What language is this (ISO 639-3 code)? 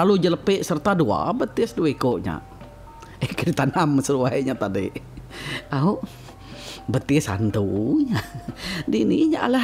iba